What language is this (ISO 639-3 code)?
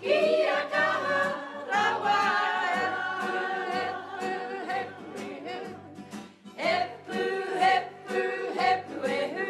mri